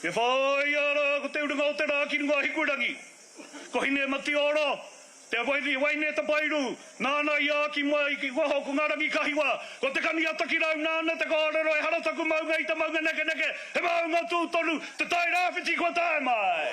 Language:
Māori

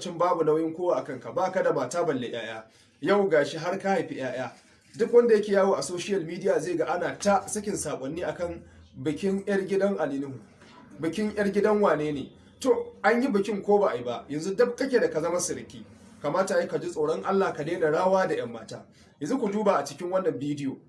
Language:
Hausa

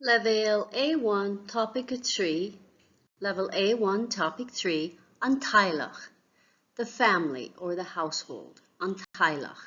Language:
Irish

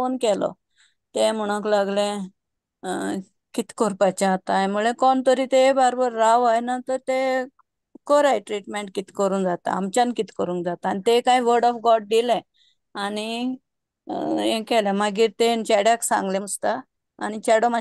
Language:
Konkani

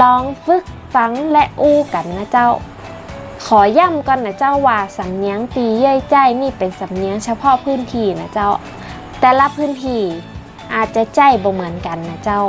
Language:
Northern Thai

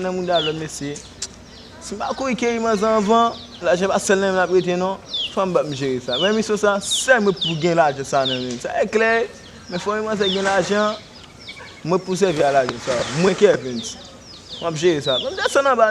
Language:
Haitian Creole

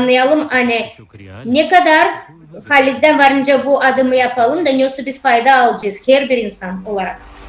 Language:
Gagauz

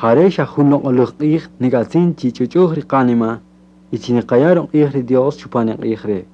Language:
Kaqchikel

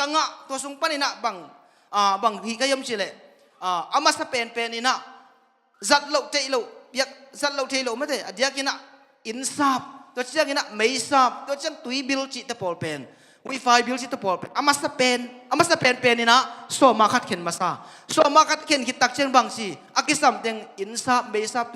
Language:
Tedim Chin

